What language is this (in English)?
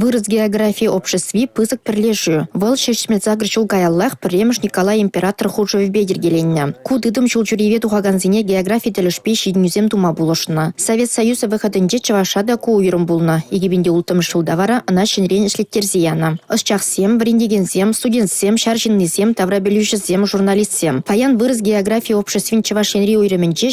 Chuvash